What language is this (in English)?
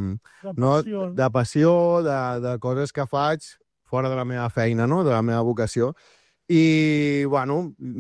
Catalan